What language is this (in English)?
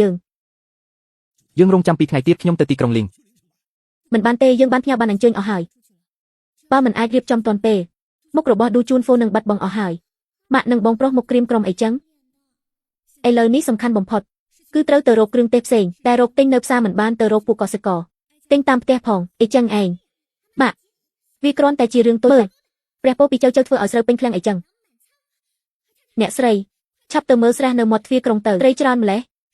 Khmer